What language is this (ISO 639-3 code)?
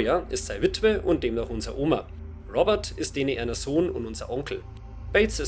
bar